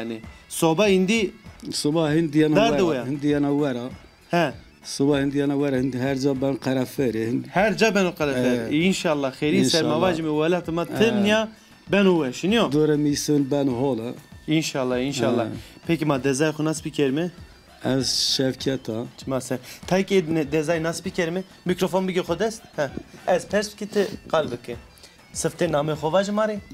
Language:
Zaza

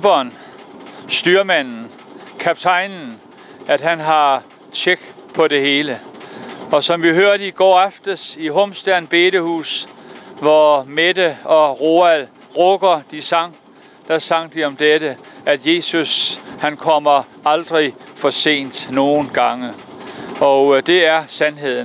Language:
Danish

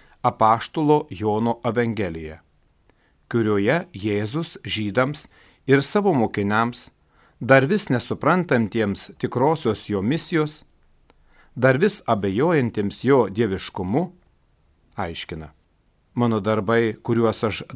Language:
Lithuanian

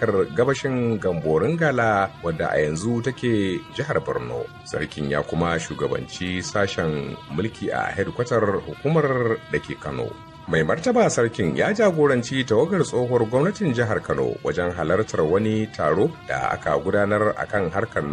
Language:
Hausa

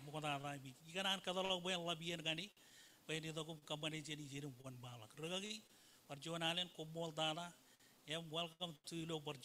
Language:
Marshallese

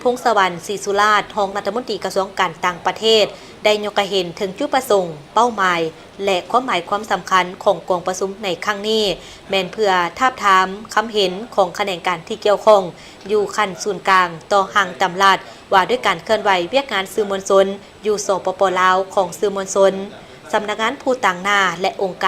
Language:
Lao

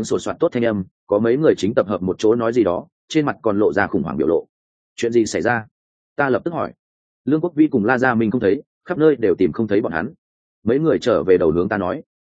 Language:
Vietnamese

